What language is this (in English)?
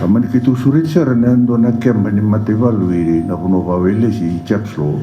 Fijian